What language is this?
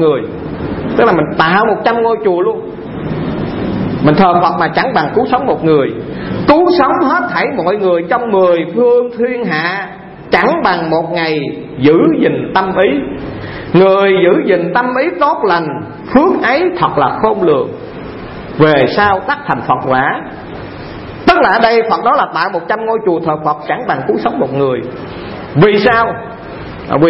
Vietnamese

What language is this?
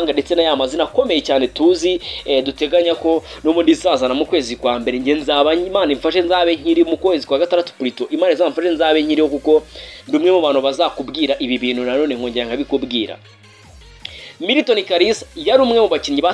Kinyarwanda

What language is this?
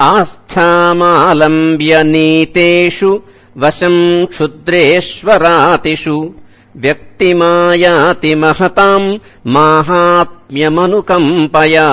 Sanskrit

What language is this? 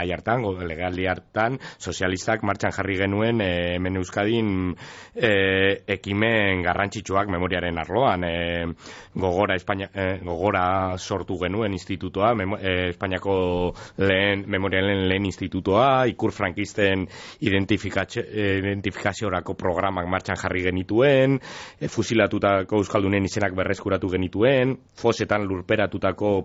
Basque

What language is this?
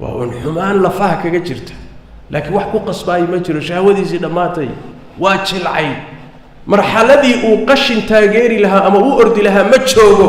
Somali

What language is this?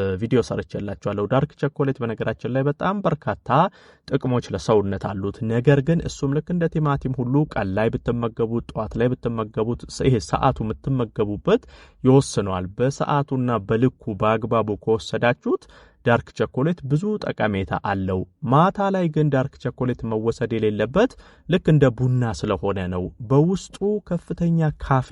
Amharic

